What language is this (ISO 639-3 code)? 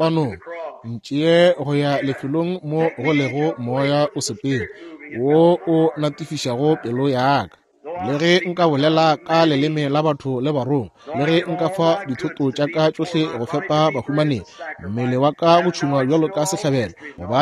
nso